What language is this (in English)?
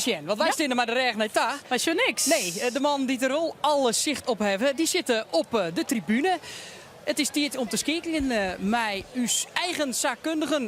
Western Frisian